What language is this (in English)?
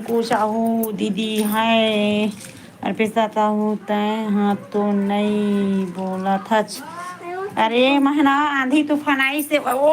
Chhattisgarhi